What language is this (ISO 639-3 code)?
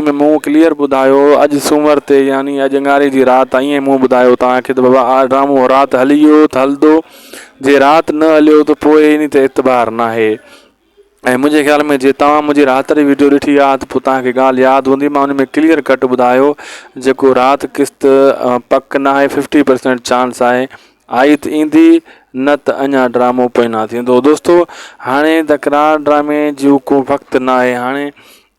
snd